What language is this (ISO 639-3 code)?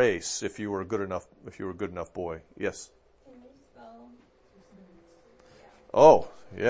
eng